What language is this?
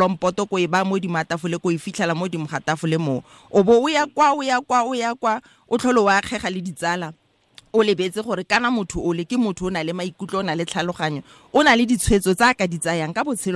Tswana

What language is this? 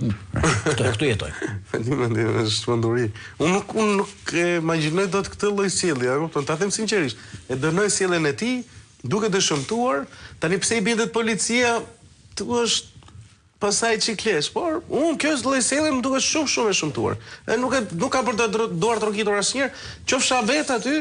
Albanian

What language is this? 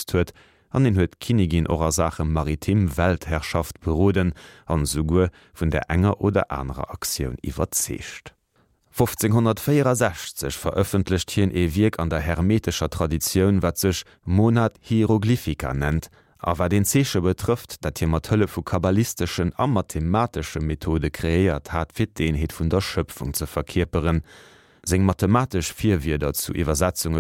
Luxembourgish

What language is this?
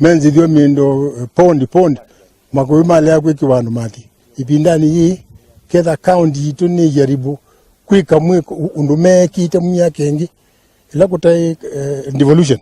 Kamba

